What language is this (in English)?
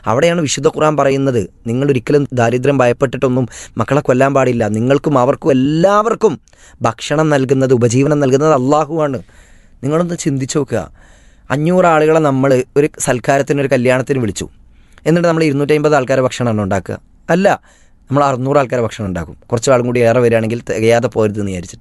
Malayalam